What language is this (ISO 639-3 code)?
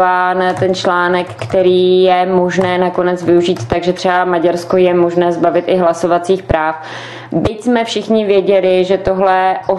ces